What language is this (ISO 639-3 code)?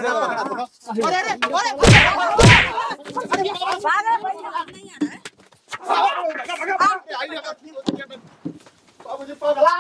bho